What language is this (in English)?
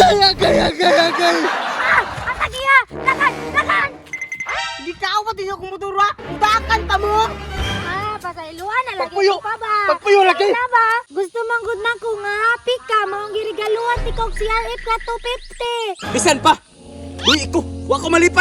Cebuano